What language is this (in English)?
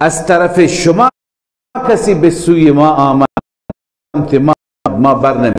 Persian